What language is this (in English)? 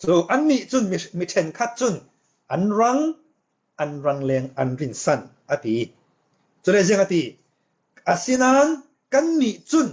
Falam Chin